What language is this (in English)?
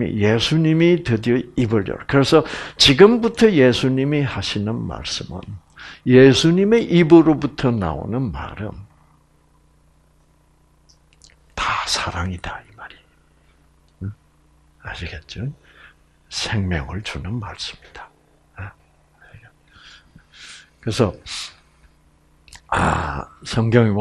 Korean